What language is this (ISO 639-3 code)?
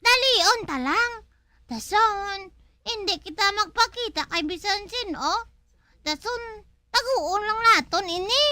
hil